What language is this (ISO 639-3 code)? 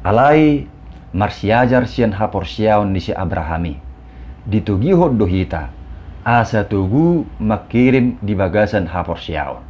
bbc